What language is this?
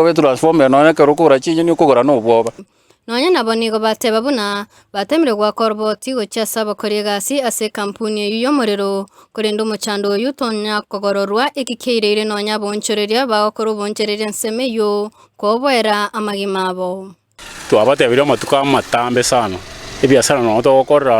Gusii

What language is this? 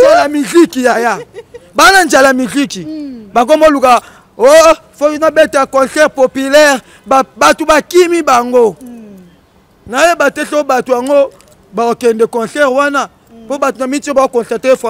Lingala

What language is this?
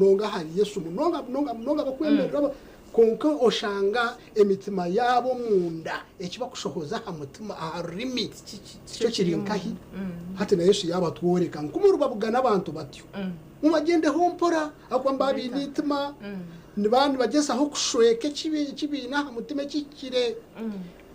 Nyankole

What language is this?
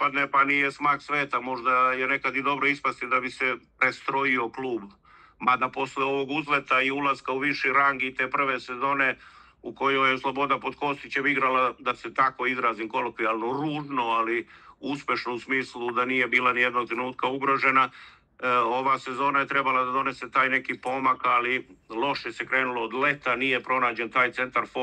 Serbian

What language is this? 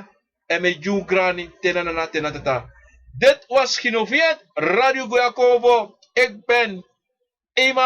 Sranan Tongo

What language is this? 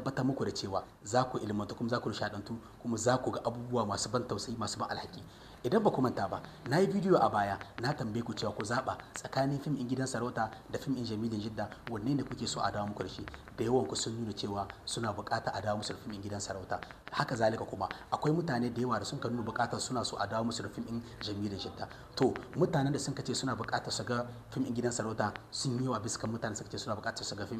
Hausa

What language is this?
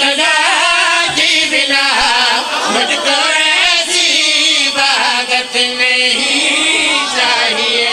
Pahari-Potwari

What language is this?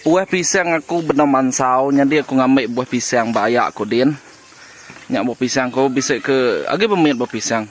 Iban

